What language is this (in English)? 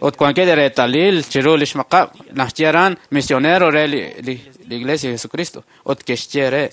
Kekchí